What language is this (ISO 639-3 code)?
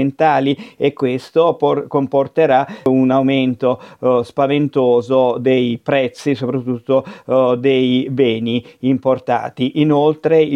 ita